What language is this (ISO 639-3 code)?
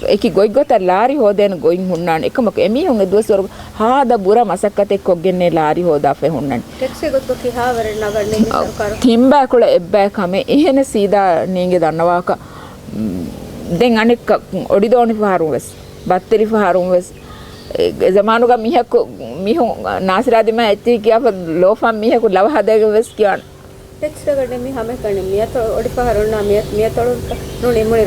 div